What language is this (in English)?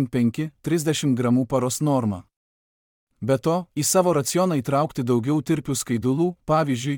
Lithuanian